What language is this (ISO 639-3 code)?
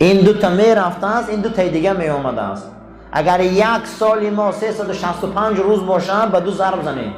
tgk